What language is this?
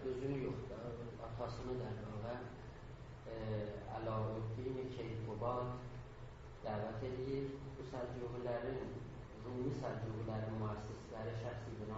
South Azerbaijani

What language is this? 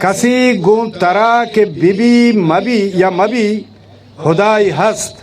Baluchi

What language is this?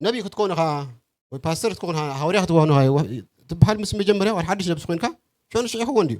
Tigrinya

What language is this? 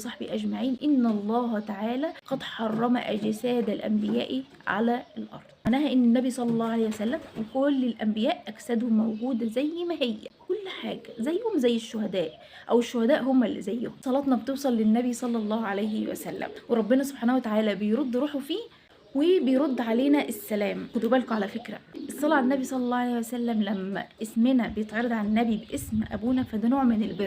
Egyptian Arabic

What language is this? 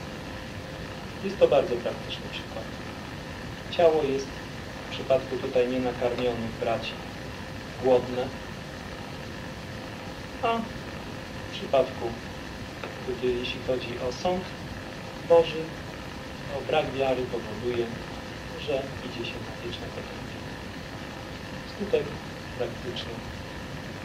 Polish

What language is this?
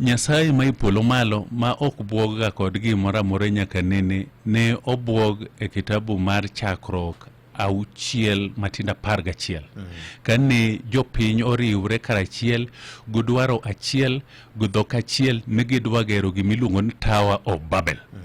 Luo (Kenya and Tanzania)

